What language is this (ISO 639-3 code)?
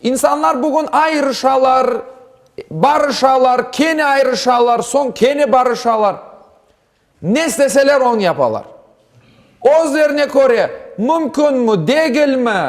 crh